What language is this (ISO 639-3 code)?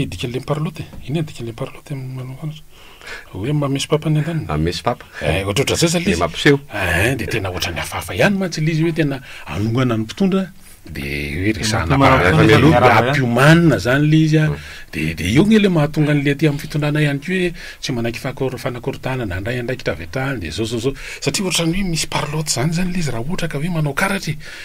mlg